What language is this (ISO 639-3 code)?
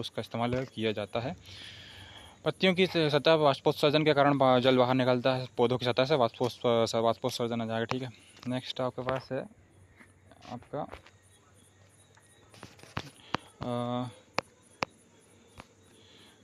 hin